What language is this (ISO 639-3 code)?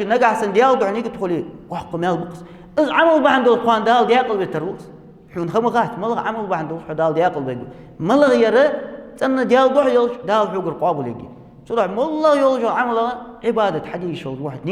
inh